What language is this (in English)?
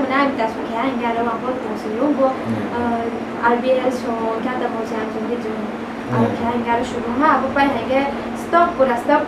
Riang (India)